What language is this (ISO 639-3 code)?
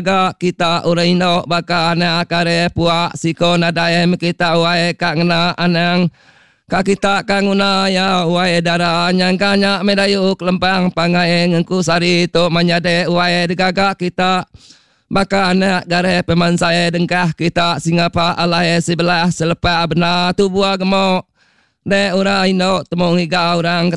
iba